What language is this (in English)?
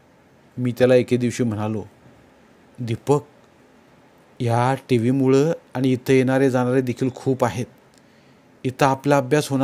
Marathi